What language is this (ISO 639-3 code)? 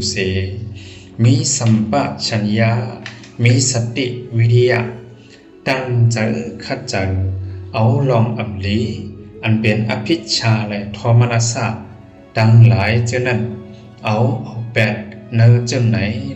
shn